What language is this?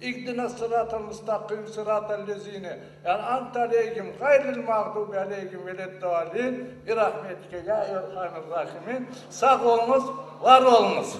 Crimean Tatar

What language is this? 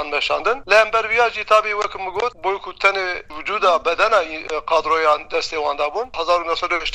Kurdish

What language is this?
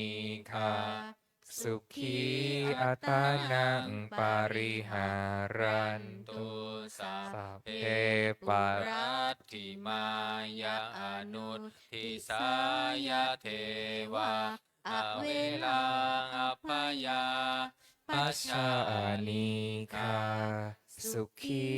Pali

